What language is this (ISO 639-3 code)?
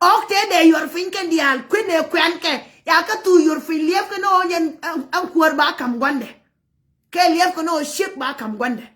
nus